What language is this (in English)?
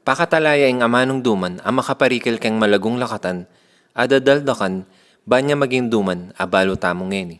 Pampanga